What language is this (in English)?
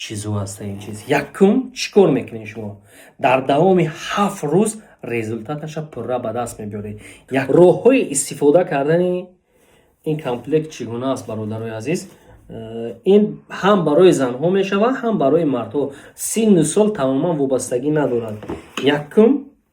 Tajik